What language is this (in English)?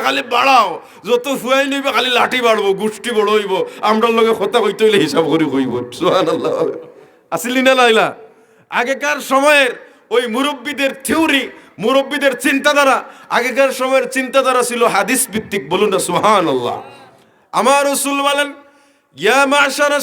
Sylheti